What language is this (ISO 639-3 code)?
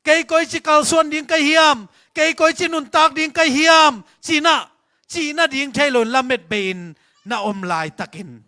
ctd